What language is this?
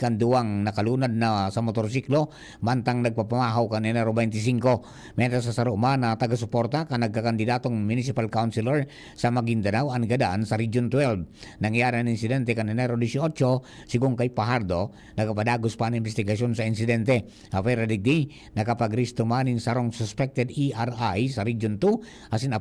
Bikol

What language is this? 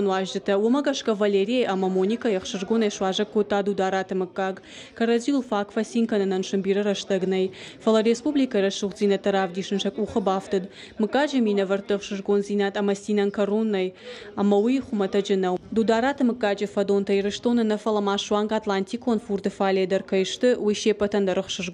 Ossetic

